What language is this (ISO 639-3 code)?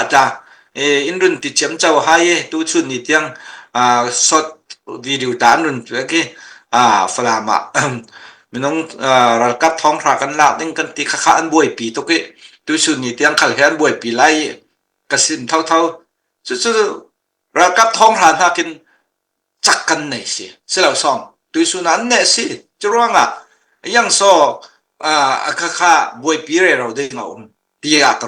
cfm